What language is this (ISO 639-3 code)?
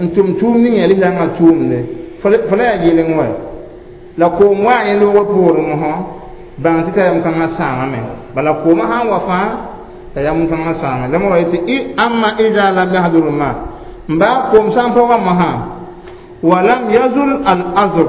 mos